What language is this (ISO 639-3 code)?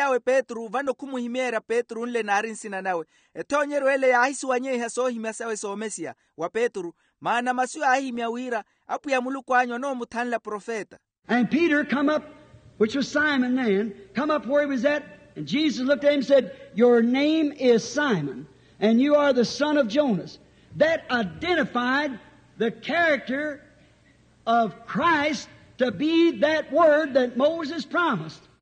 vmw